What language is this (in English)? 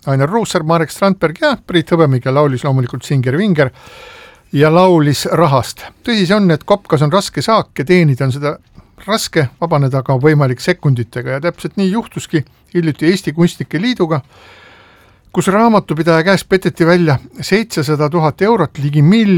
Estonian